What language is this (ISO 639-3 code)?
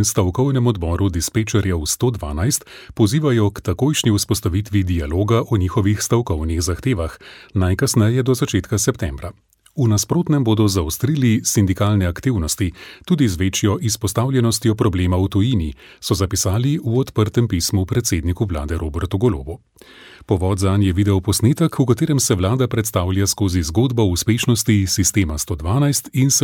slv